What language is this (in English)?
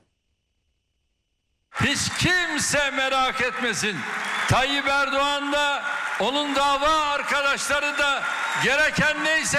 Turkish